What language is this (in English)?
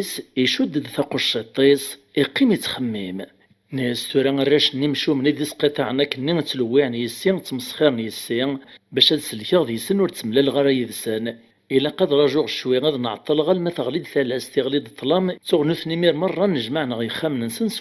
Kabyle